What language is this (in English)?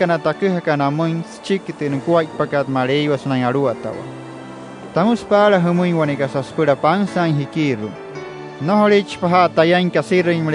Wayuu